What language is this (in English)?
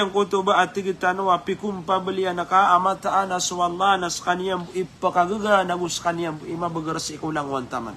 Maranao